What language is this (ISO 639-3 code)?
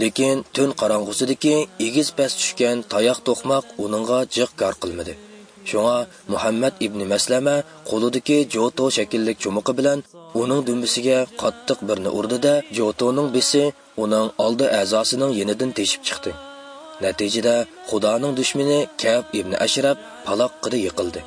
uig